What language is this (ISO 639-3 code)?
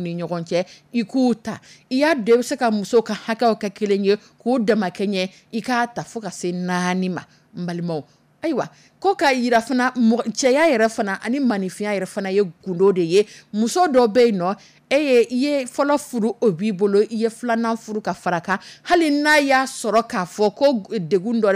dyu